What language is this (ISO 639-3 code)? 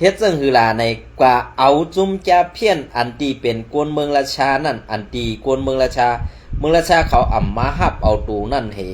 shn